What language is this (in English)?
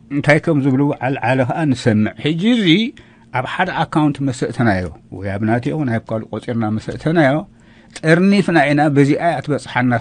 Tigrinya